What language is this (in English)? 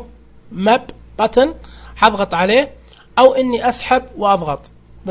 Najdi Arabic